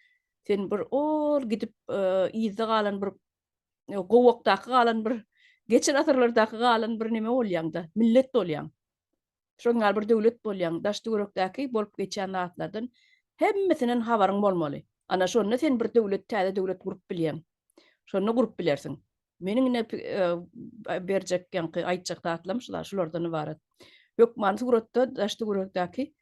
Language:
Turkmen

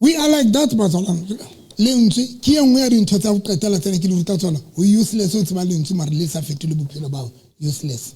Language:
Southern Sotho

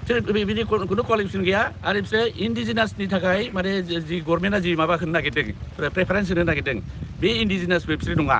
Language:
Bodo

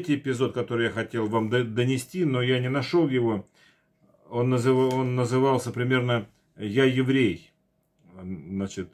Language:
Russian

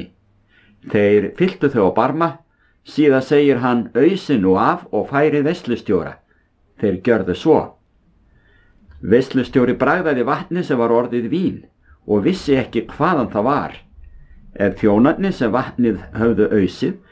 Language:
Icelandic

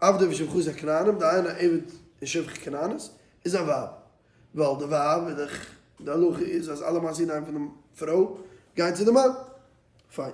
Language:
Yiddish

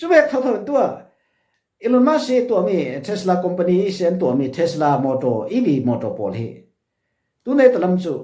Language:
Falam Chin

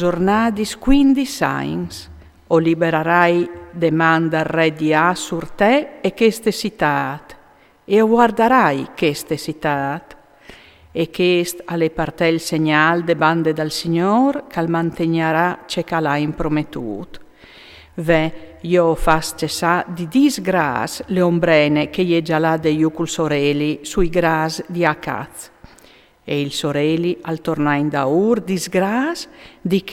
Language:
Friulian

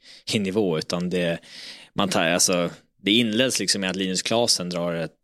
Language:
Swedish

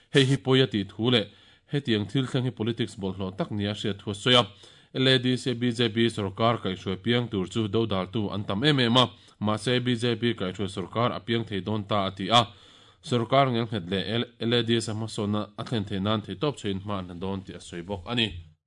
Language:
Mizo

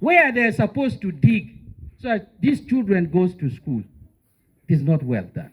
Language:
Acoli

